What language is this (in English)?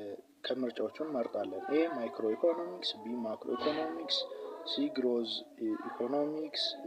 Amharic